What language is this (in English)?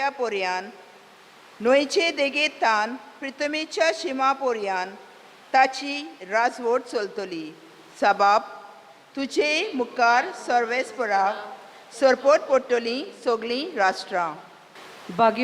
Konkani